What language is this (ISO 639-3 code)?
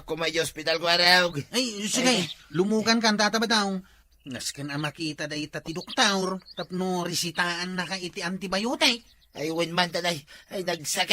ilo